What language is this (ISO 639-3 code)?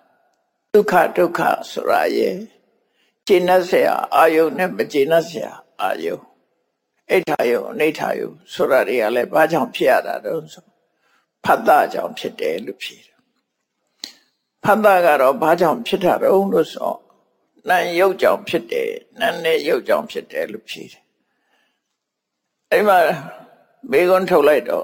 mya